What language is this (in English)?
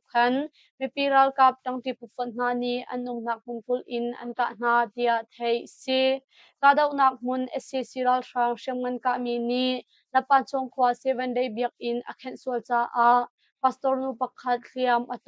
Hakha Chin